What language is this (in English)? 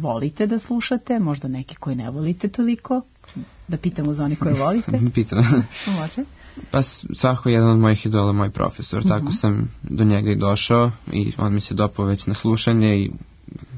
Serbian